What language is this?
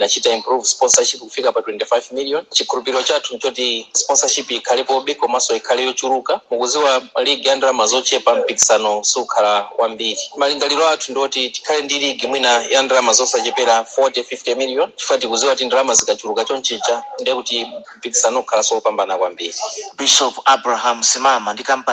Nyanja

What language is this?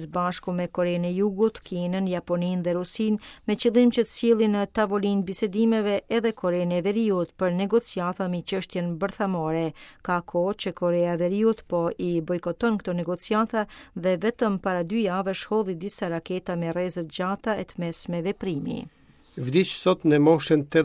Albanian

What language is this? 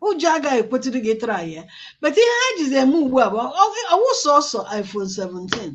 Igbo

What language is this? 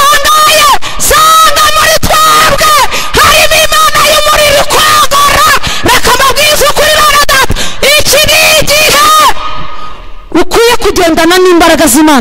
Kinyarwanda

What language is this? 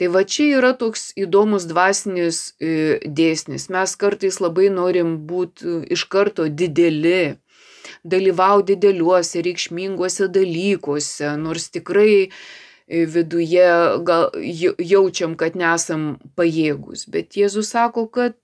Lithuanian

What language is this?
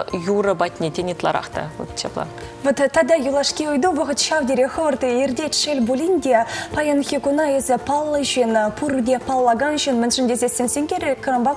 Chuvash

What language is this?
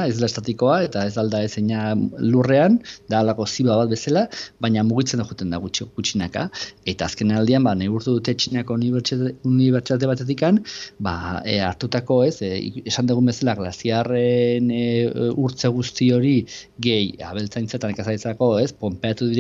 Basque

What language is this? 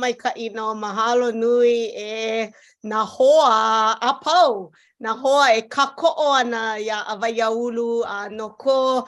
Hawaiian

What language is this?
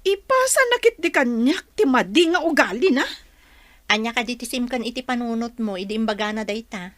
Iloko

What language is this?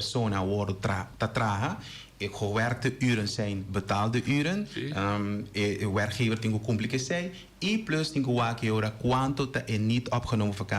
Papiamento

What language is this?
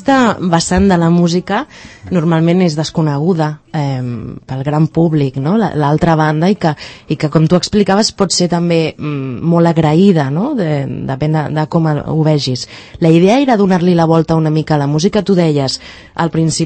Catalan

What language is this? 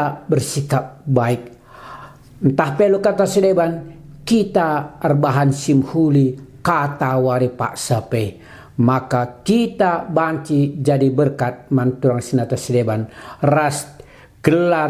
Batak Karo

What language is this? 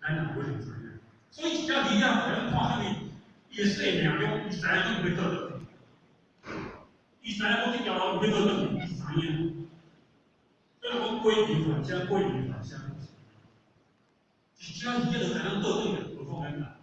Min Nan Chinese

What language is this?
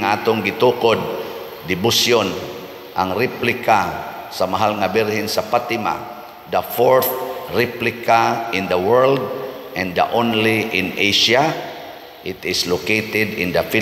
Cebuano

